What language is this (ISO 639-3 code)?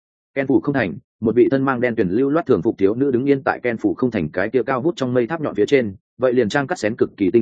vie